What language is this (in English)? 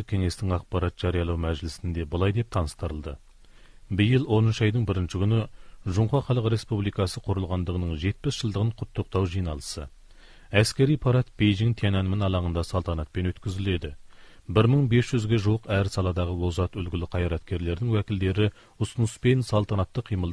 Kazakh